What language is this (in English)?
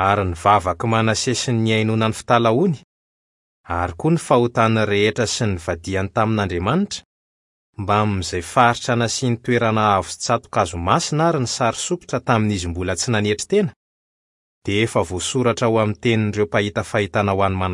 Malagasy